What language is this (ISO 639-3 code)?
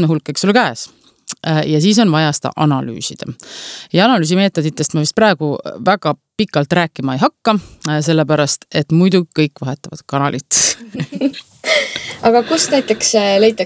est